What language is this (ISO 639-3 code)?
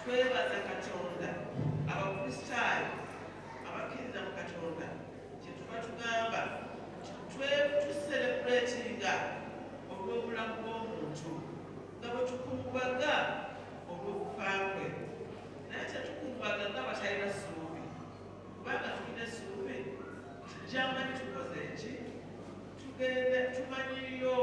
lug